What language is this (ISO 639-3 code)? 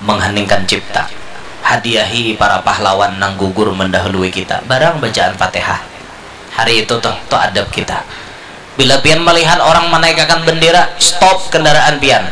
bjn